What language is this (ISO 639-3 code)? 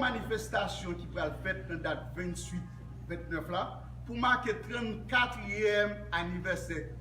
hat